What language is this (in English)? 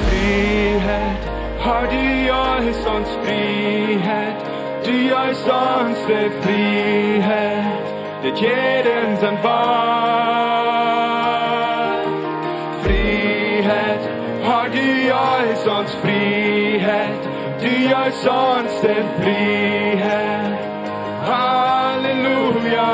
Plautdietsch